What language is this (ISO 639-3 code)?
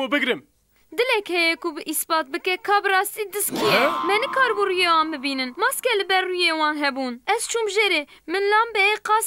kur